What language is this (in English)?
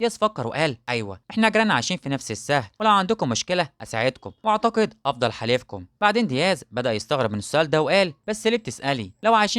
Egyptian Arabic